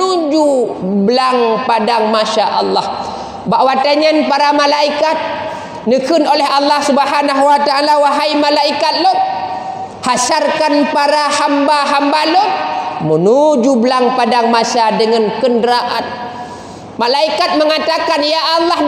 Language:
Achinese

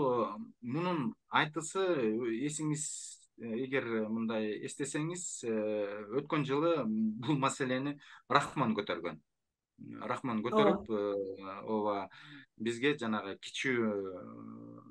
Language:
Kyrgyz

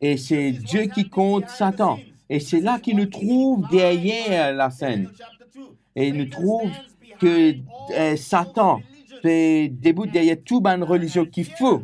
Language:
Morisyen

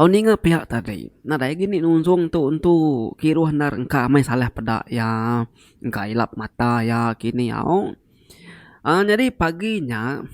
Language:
Iban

